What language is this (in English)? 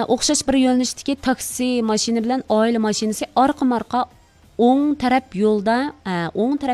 Uyghur